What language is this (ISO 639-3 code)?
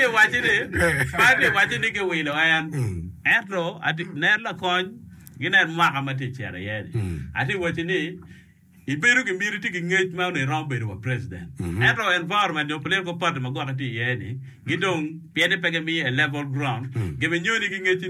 ach